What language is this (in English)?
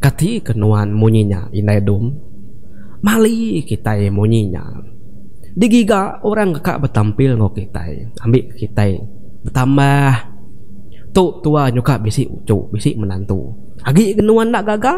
Iban